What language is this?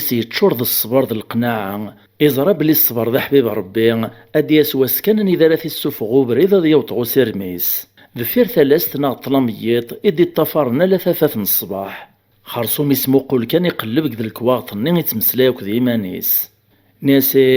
Kabyle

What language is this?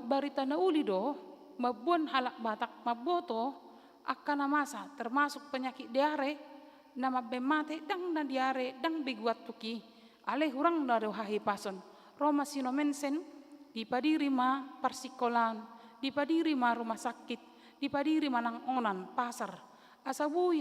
Batak Toba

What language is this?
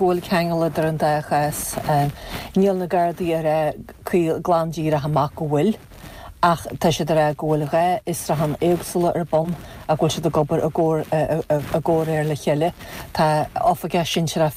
Irish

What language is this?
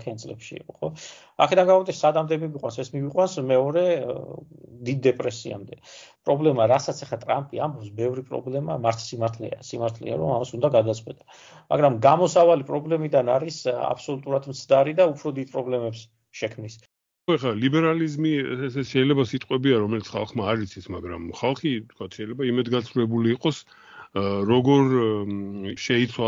Georgian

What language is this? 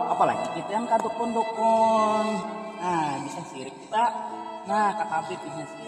Banjar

